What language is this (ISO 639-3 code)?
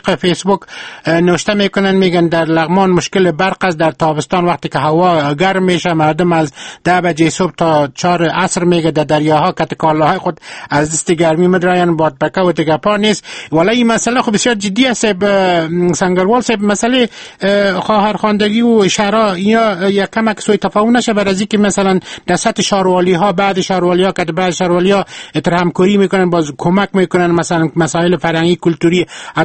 fas